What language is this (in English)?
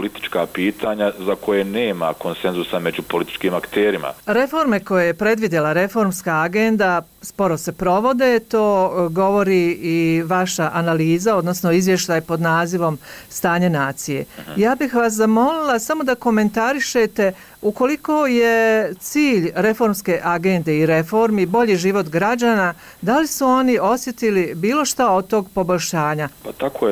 Bosnian